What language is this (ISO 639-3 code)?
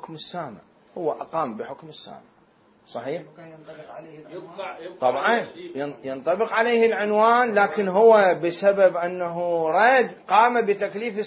acm